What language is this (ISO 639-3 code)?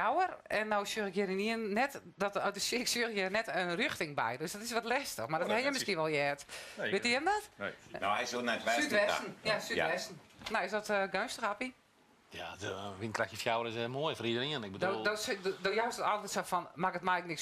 fry